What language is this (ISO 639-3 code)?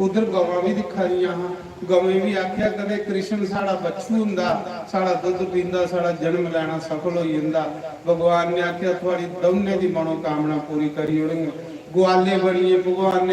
doi